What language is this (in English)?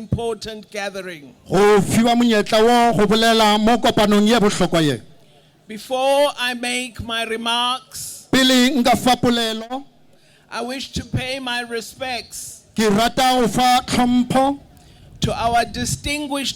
Northern Sotho